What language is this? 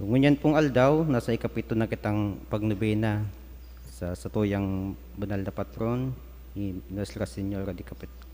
Bikol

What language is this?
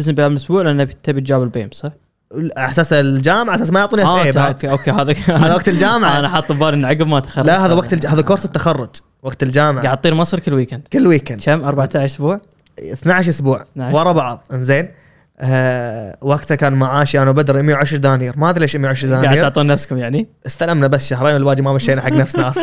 Gulf Arabic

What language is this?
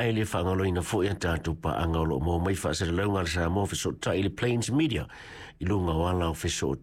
Samoan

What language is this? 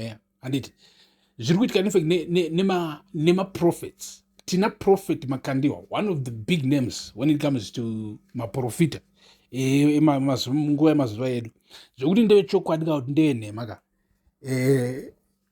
Shona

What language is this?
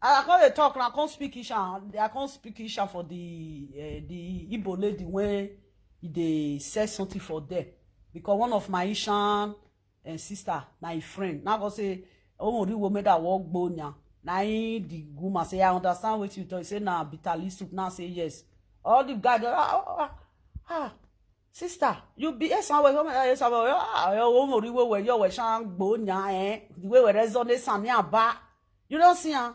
Nigerian Pidgin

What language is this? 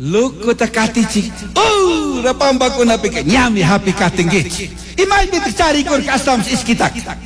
Chimborazo Highland Quichua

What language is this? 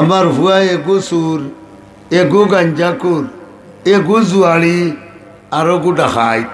Sylheti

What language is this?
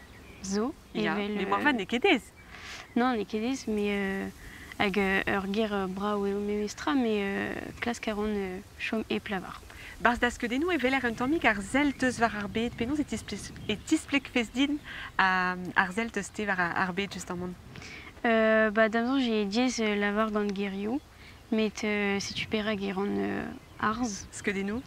Breton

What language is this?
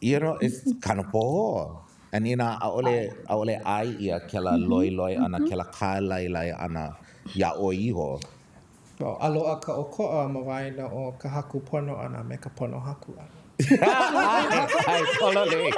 Hawaiian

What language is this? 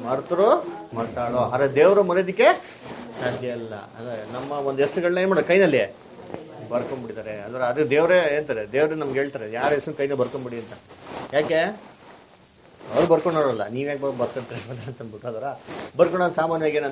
Kannada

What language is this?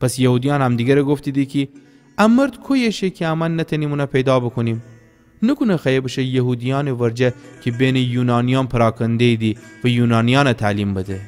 Gilaki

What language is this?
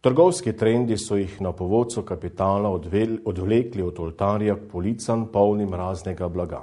Slovenian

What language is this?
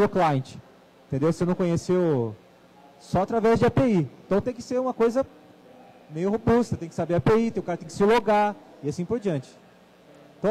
Portuguese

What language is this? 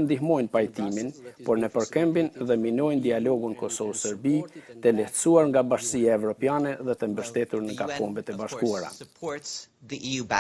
Albanian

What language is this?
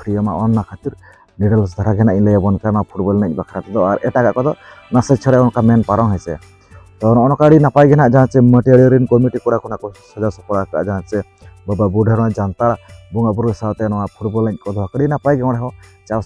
Santali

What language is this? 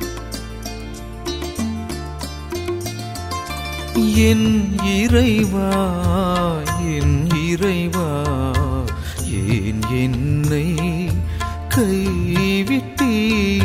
Tamil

